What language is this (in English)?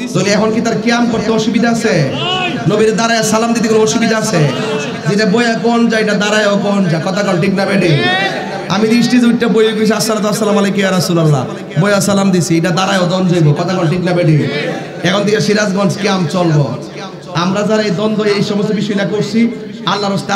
Bangla